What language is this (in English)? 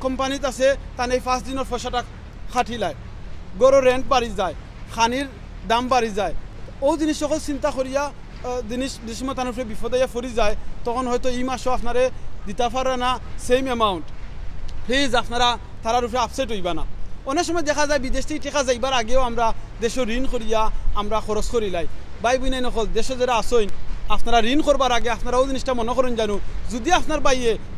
Sylheti